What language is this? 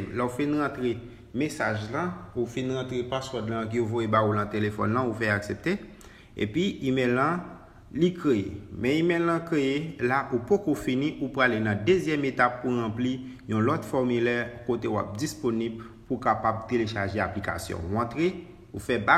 Haitian Creole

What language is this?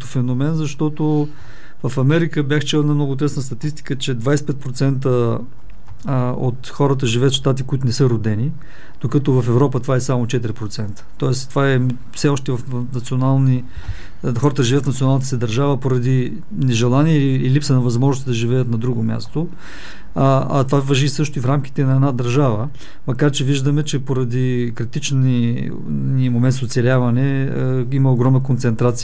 Bulgarian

